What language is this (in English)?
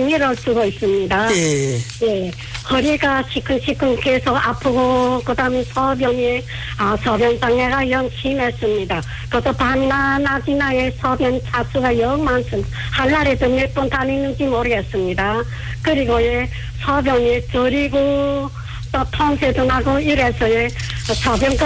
Korean